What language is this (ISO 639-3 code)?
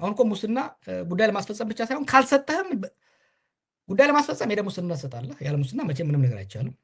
amh